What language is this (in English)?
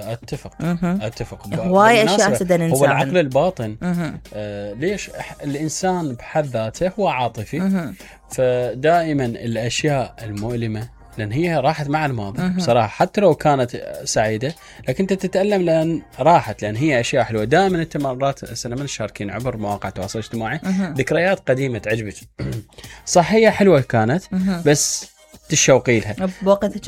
Mesopotamian Arabic